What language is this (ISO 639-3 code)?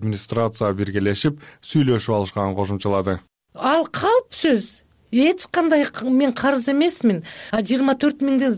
kir